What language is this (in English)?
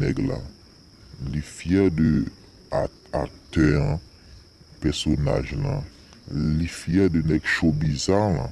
Haitian Creole